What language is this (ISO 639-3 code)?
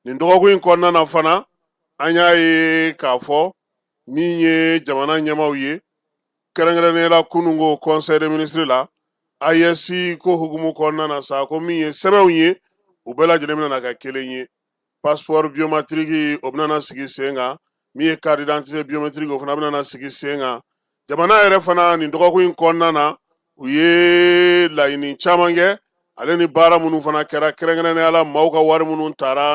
bam